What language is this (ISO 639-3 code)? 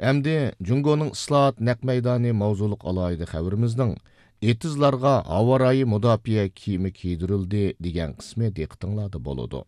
uig